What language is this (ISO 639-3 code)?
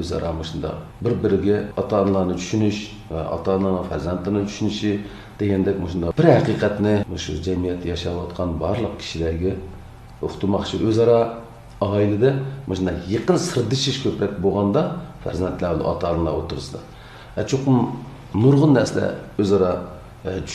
uig